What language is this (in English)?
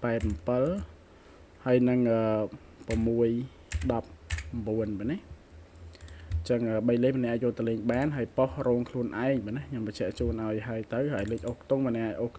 Khmer